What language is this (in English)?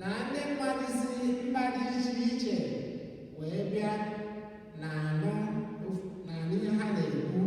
Igbo